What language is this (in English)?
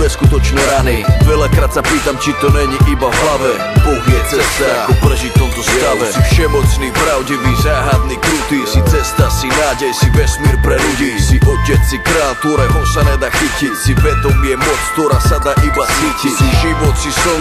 Slovak